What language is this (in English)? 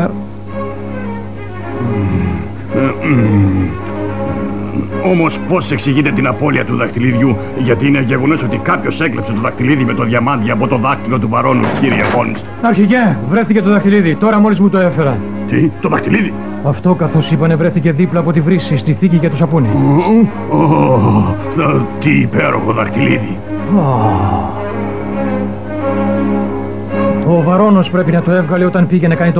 Greek